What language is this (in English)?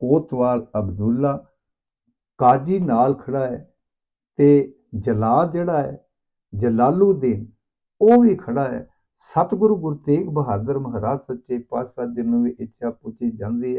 Punjabi